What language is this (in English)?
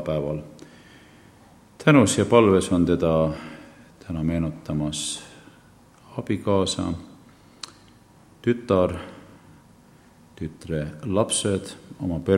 Estonian